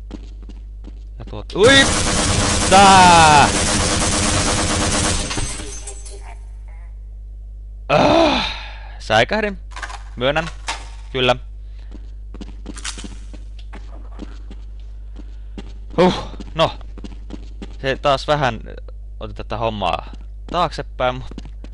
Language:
Finnish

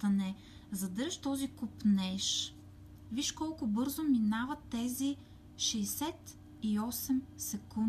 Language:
Bulgarian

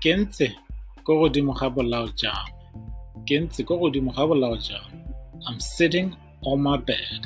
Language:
Tswana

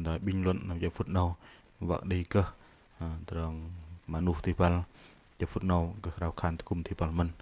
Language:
Bahnar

